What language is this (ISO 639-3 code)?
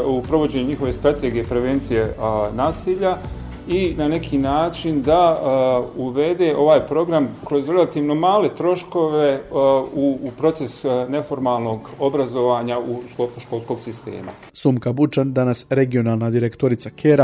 bos